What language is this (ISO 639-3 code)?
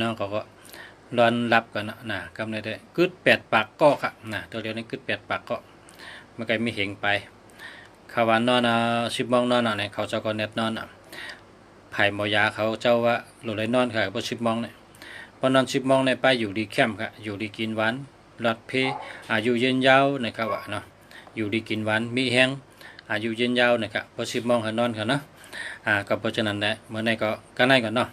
shn